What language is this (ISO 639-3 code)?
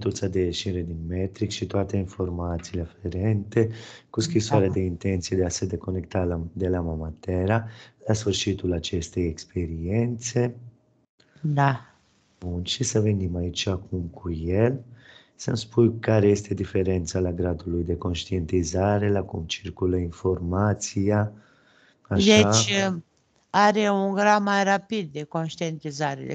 ron